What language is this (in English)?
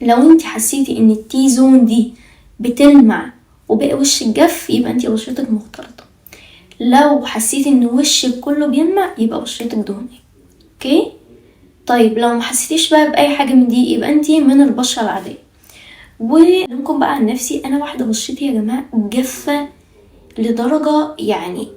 Egyptian Arabic